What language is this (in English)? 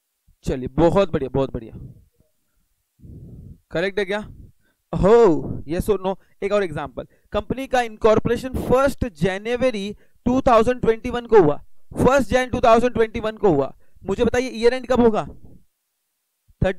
Hindi